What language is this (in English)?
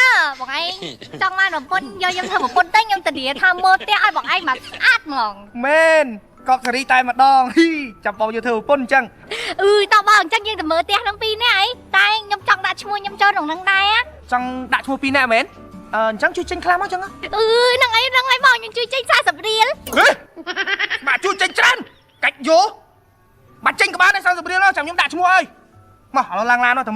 Khmer